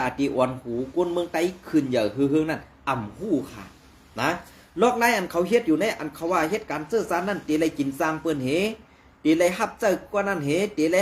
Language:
Shan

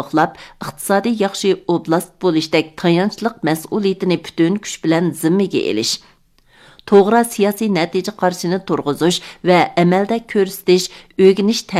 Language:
Uyghur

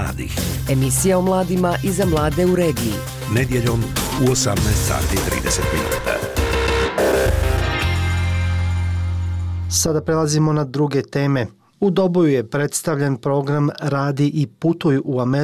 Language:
Bosnian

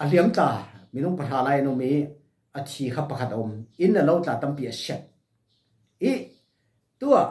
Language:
Falam Chin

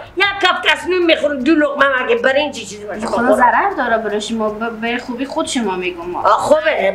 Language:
Persian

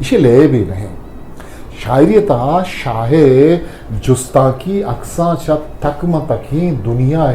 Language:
Eastern Balochi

